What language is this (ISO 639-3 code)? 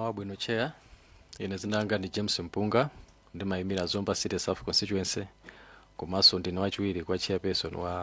nya